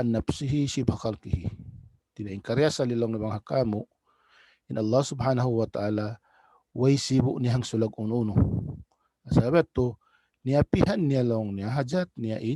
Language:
Tausug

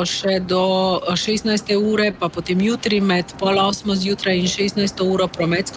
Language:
Slovenian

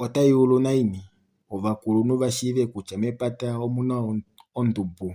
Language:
Kuanyama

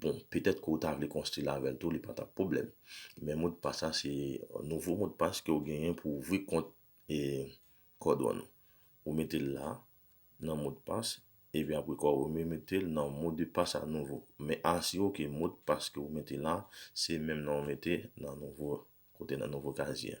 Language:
Haitian Creole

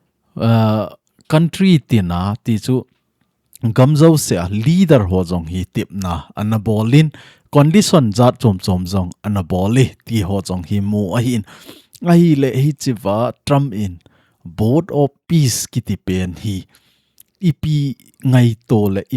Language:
Thado Chin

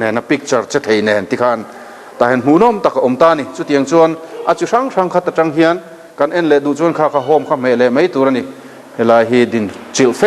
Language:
Mizo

